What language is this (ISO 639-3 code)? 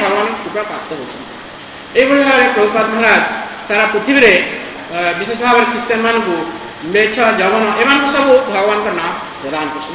ori